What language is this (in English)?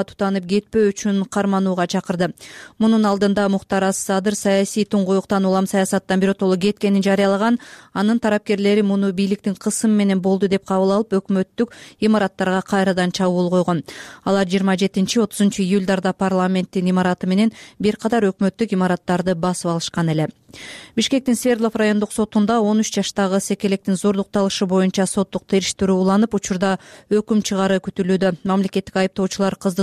Kyrgyz